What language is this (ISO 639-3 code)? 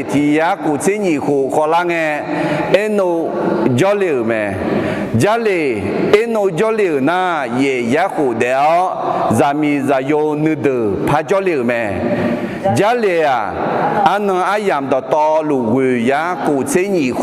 ahk